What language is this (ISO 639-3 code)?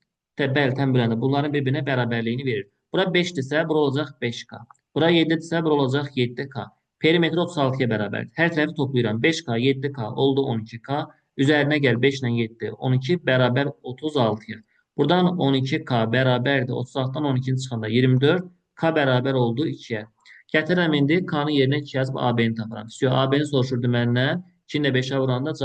aze